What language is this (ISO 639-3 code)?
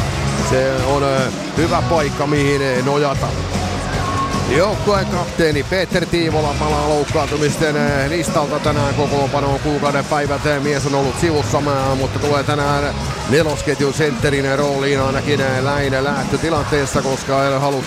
fin